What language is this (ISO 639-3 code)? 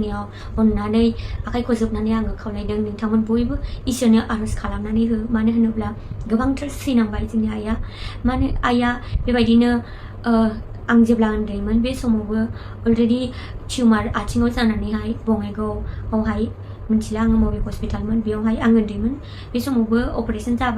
brx